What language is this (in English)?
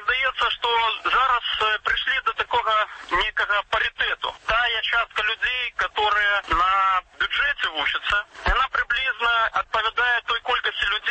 Belarusian